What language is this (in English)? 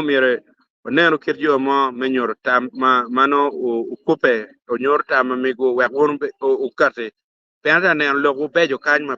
Acoli